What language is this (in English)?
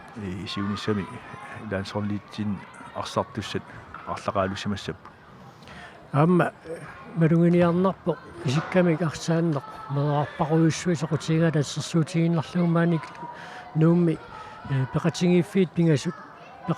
Kalaallisut